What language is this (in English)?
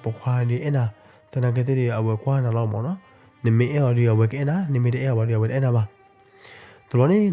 S'gaw Karen